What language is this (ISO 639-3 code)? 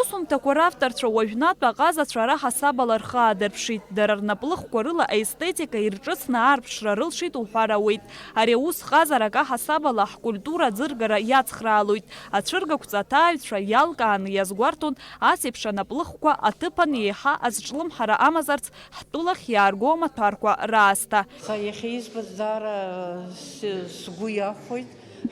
abk